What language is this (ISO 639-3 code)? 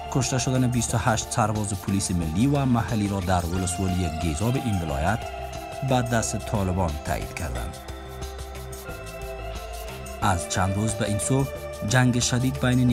fas